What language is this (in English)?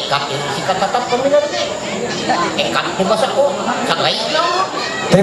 Ma'anyan